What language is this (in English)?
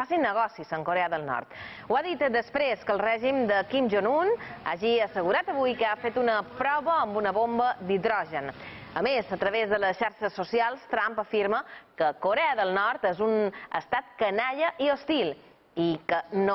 Catalan